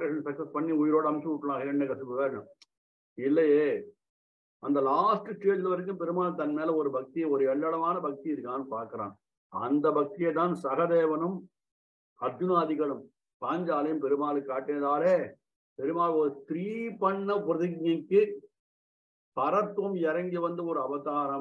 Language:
Tamil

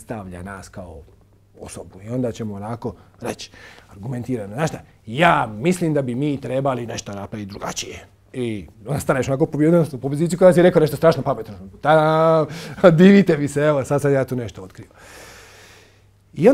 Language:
Croatian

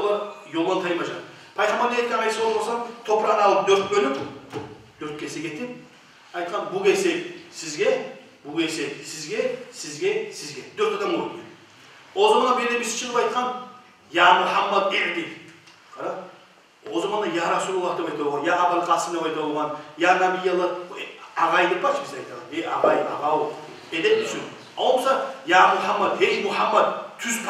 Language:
Kumyk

